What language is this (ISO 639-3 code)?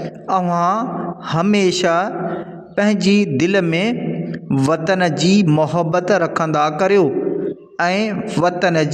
snd